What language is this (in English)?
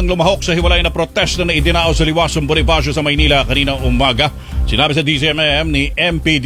Filipino